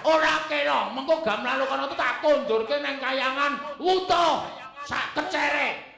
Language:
Javanese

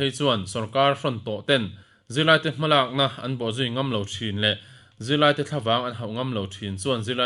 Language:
Mizo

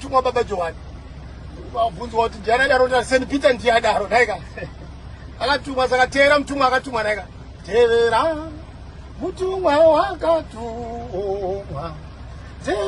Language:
Shona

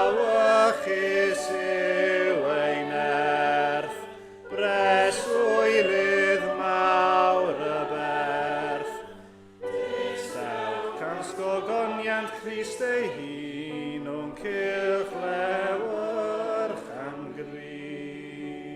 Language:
Welsh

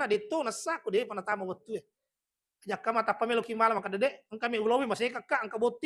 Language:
Buginese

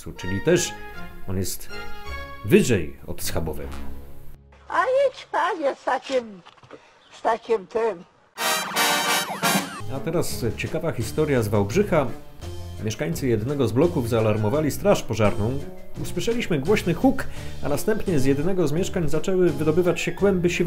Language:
Polish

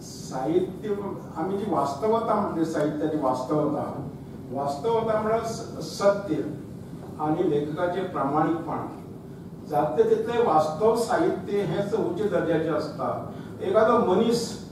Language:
Konkani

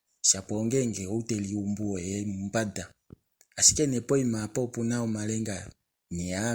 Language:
Kuanyama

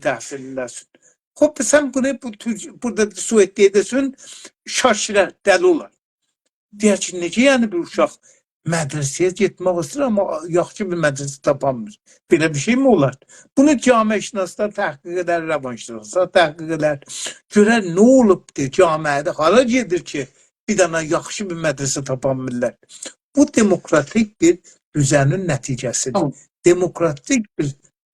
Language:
South Azerbaijani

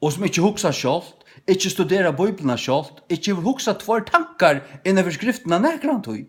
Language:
Faroese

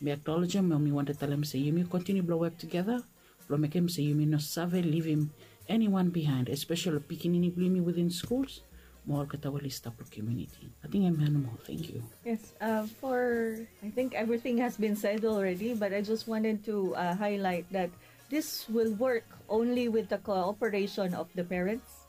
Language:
Bislama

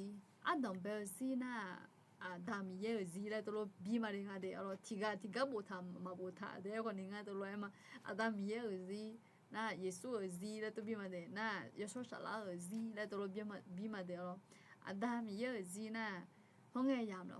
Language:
Akha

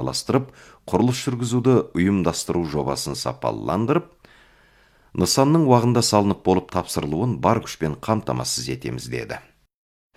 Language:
Kazakh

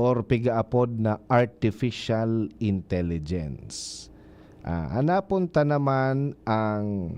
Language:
Bikol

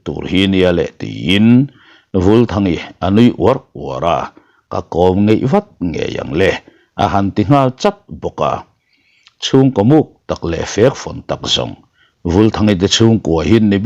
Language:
Mizo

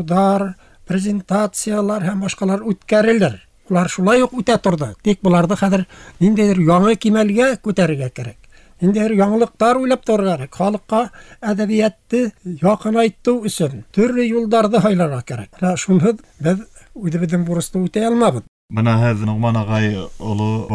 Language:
Bashkir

